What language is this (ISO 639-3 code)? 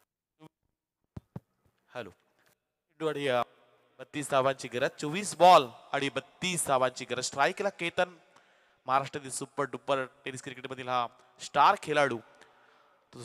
mar